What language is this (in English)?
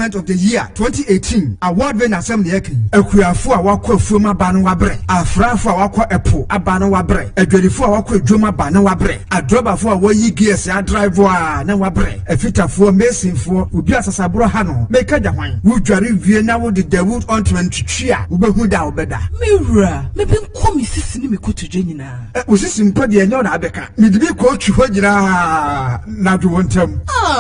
Akan